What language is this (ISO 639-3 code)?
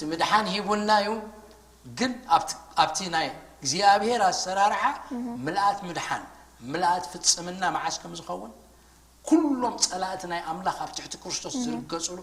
tir